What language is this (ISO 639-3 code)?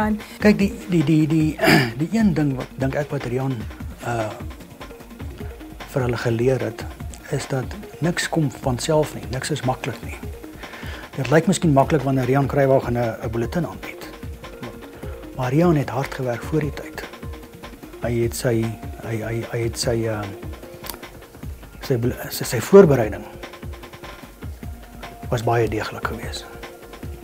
afr